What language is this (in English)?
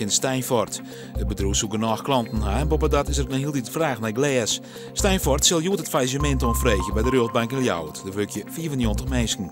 Western Frisian